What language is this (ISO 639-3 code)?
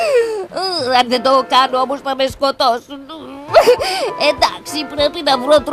ell